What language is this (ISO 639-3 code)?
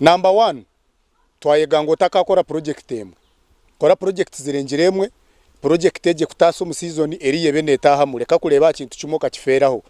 nyn